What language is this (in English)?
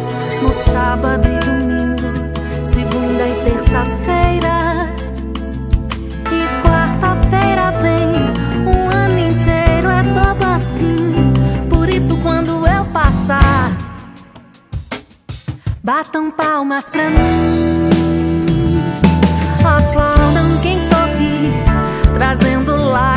Portuguese